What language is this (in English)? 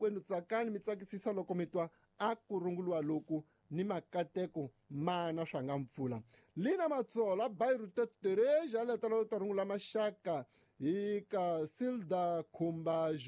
Tsonga